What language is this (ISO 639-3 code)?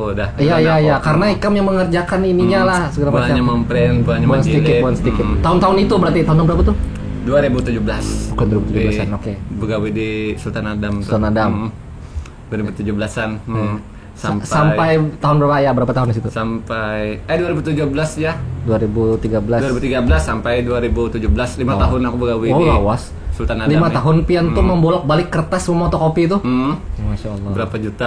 bjn